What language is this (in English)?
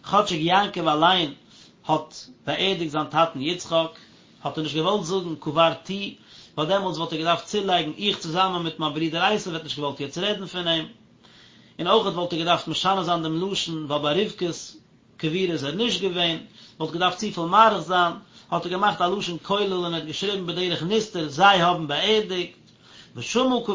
Yiddish